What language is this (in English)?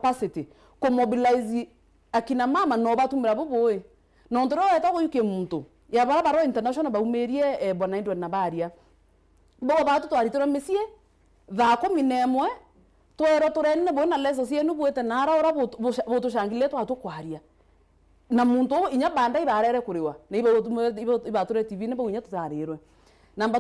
Meru